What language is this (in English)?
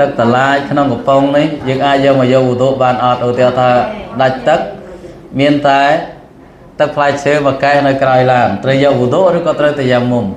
Khmer